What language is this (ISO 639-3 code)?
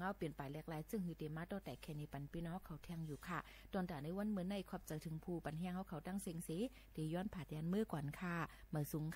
shn